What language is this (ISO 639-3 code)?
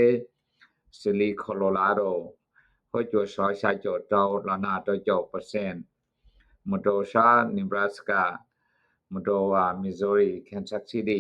hmn